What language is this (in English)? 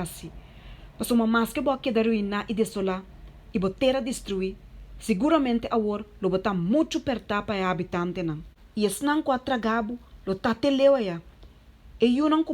Papiamento